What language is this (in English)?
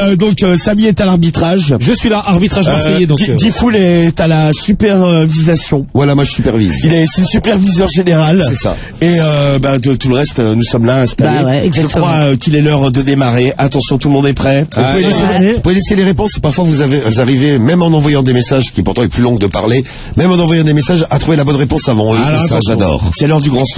French